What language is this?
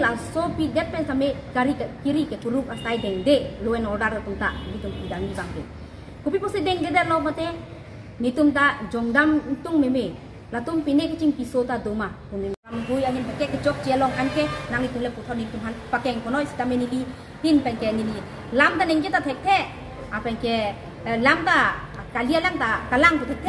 Karbi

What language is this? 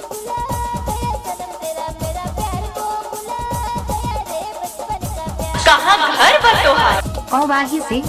Sadri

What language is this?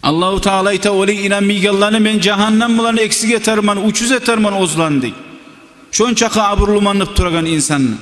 Kumyk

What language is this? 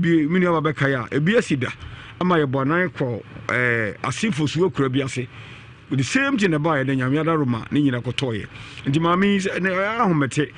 Akan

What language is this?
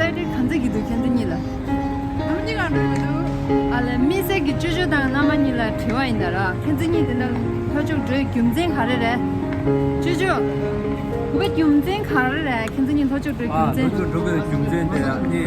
Tibetan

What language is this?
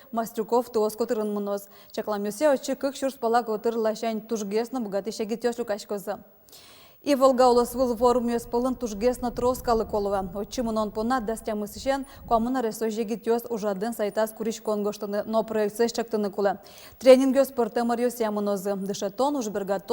Udmurt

